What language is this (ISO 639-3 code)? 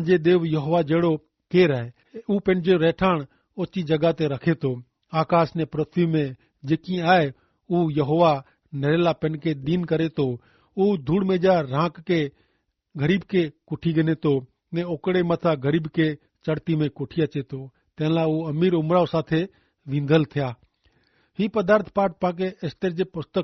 kfr